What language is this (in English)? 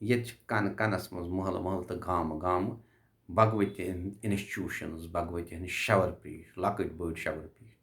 Kashmiri